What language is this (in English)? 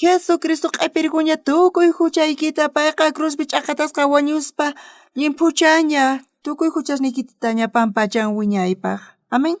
South Bolivian Quechua